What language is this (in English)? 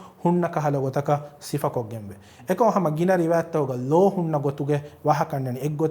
Divehi